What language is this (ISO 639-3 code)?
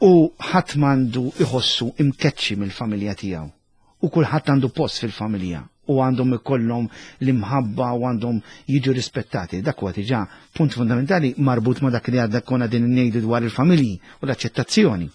mlt